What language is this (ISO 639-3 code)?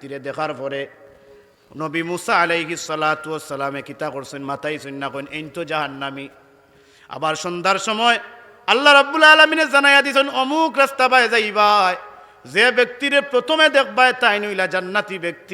syl